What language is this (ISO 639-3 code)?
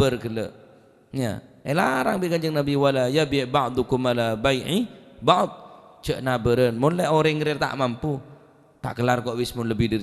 mad